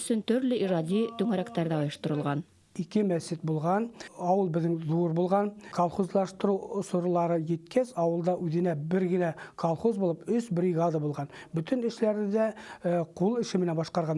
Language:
Bashkir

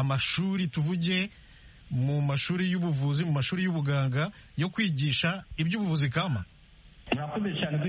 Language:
Kinyarwanda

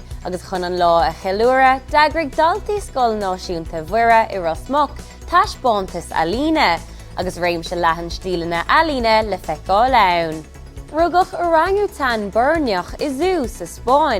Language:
Irish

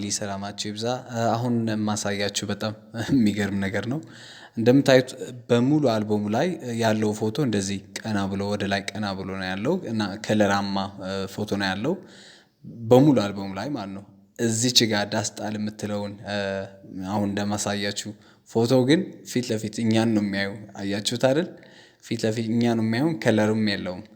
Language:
Amharic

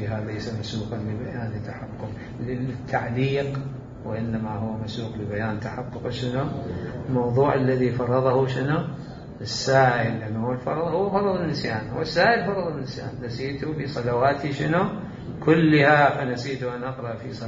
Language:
Mesopotamian Arabic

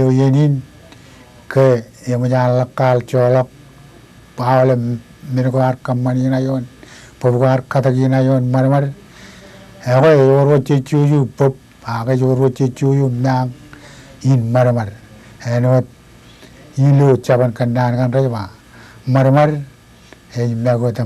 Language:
Marshallese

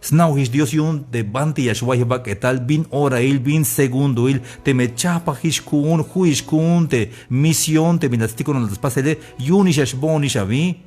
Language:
Tzeltal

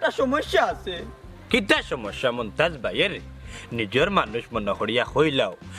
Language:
Sylheti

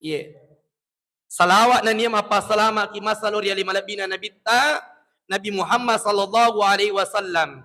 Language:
Buginese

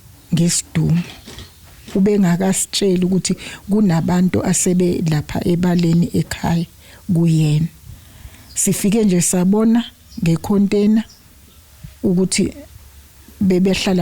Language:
Zulu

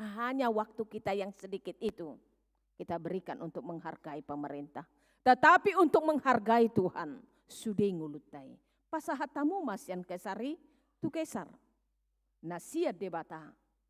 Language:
Batak Toba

